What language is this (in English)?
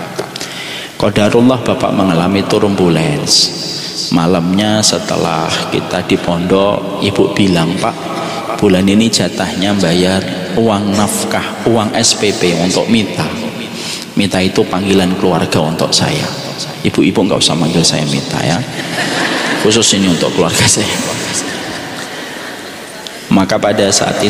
Indonesian